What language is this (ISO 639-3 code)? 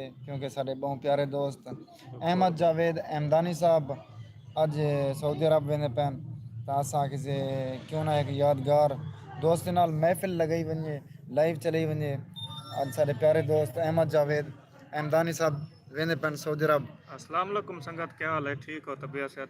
skr